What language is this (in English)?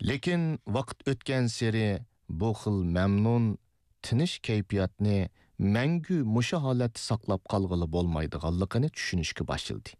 Uyghur